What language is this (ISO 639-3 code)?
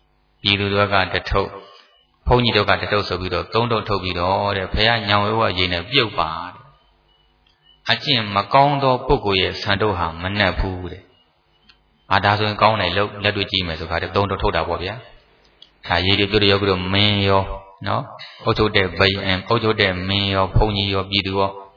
mya